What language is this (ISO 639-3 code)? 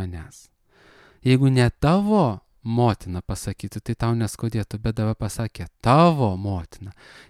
lit